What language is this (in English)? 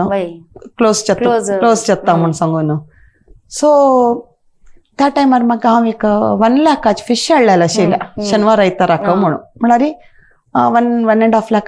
Konkani